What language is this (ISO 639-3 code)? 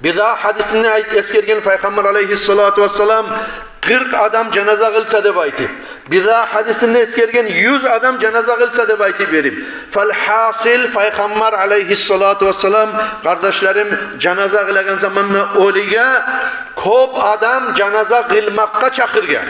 kum